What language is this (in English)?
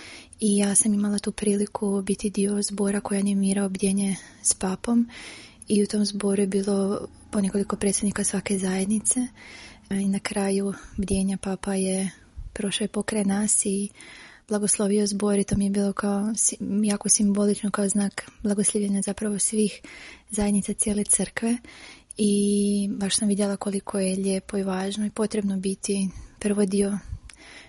Croatian